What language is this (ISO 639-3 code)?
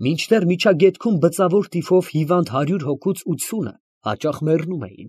hye